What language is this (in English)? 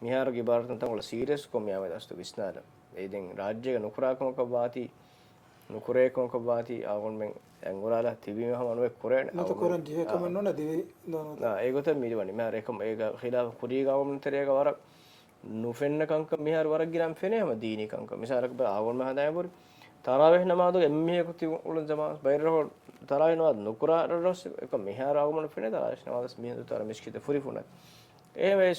Divehi